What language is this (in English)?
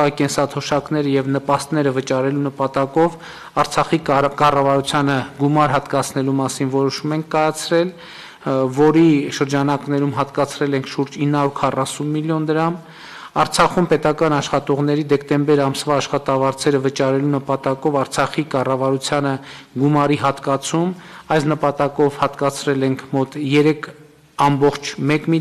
Armenian